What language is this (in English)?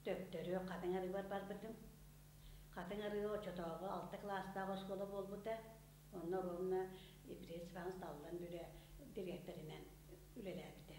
Yakut